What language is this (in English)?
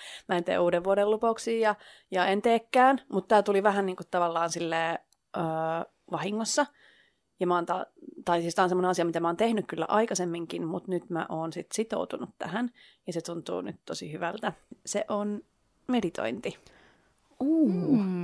Finnish